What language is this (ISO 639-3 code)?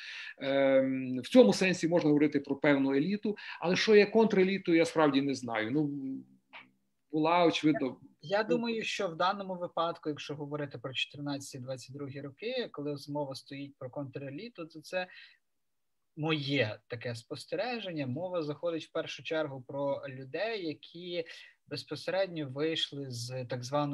ukr